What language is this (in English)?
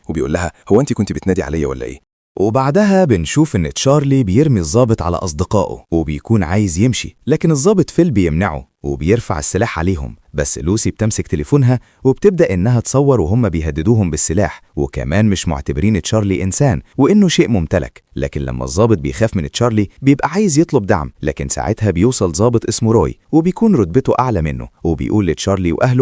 Egyptian Arabic